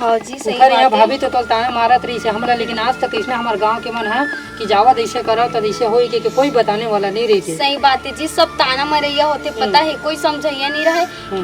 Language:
Chhattisgarhi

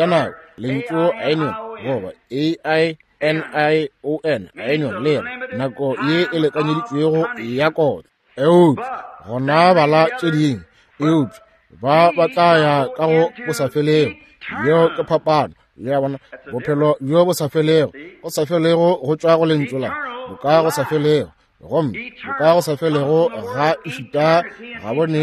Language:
Northern Sotho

